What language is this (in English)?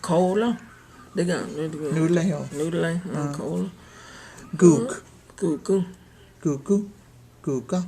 Cherokee